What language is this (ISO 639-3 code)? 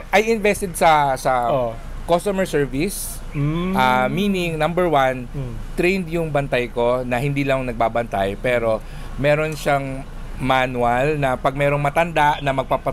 fil